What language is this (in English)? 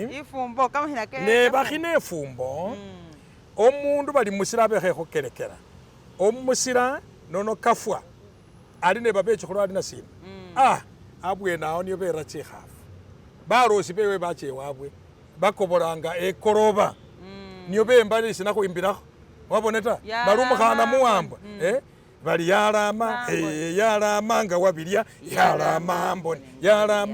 Masaaba